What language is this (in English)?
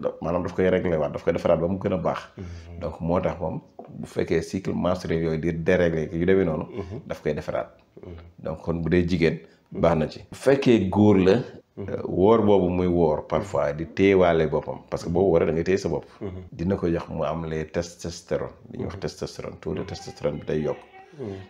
Wolof